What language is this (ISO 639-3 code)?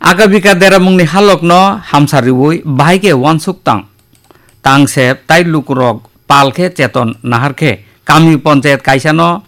trp